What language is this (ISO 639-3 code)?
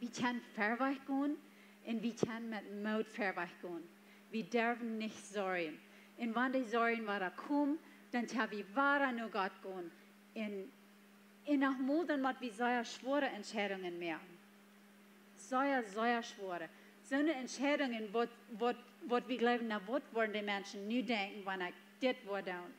pdt